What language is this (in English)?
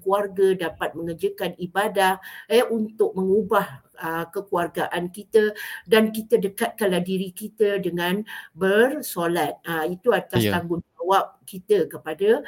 Malay